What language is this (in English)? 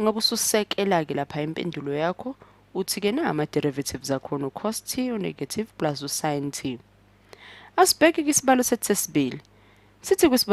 Zulu